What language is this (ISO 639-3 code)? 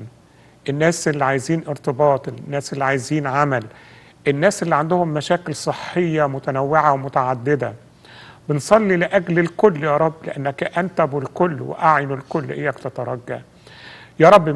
arz